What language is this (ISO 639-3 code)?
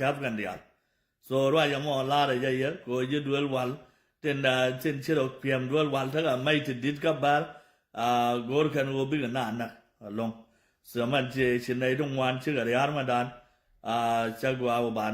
nus